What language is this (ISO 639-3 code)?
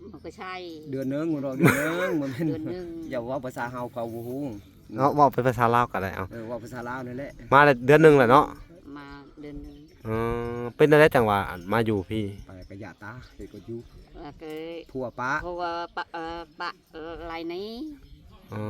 lao